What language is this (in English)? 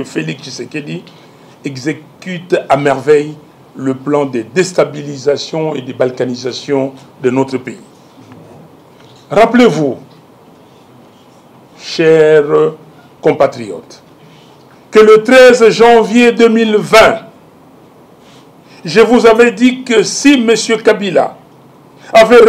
French